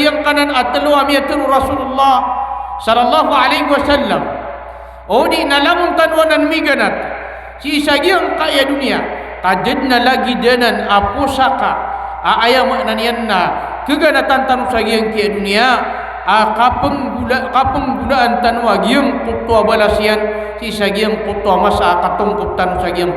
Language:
Maranao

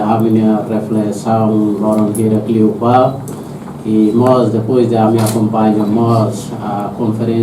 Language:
Tetum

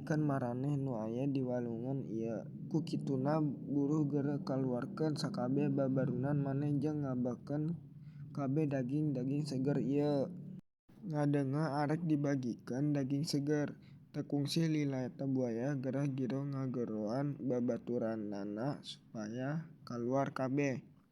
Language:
Sundanese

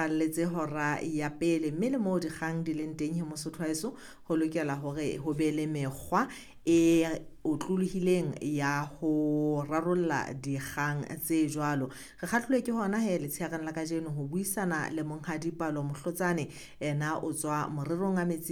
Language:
Southern Sotho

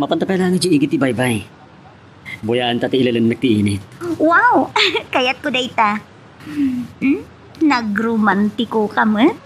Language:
Iloko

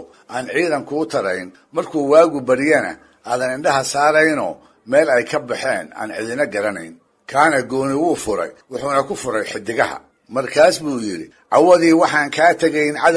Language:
Somali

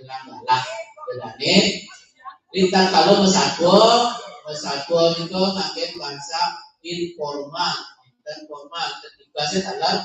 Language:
Balinese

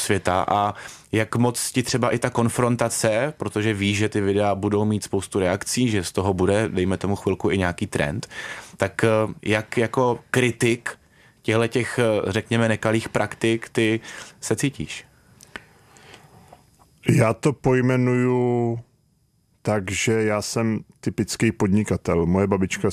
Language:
Czech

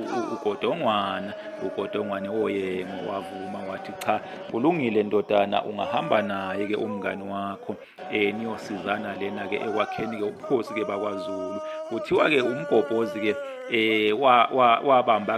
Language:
Zulu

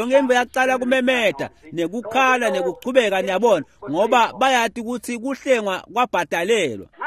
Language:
Swati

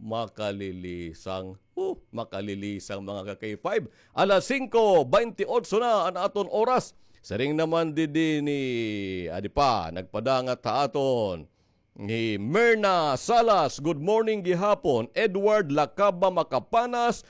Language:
Waray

